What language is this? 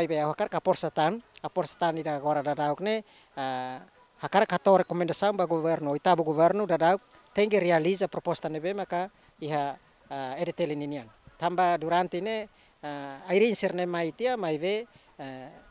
Tetum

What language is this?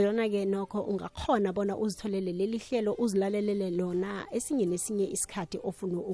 South Ndebele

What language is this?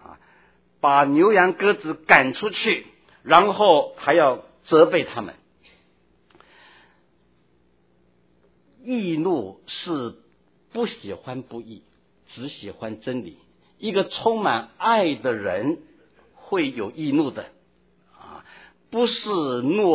Chinese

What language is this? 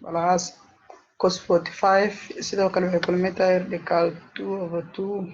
Somali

